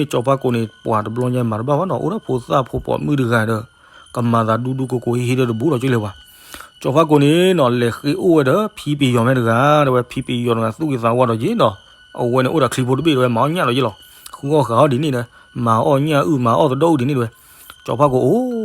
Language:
S'gaw Karen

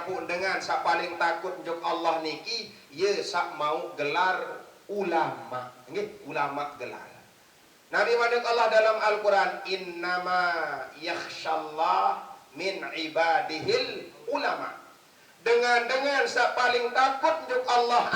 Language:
Sasak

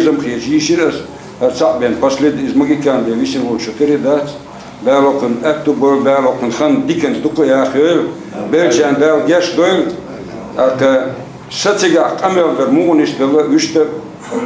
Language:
Ingush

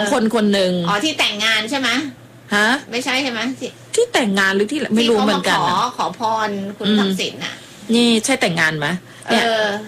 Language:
Thai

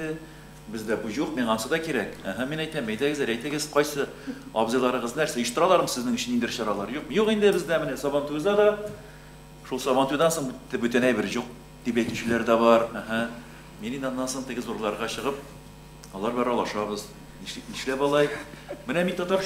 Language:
Tatar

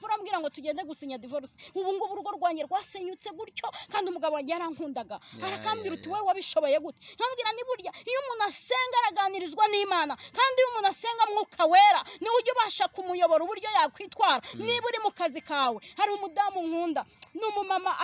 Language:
Kinyarwanda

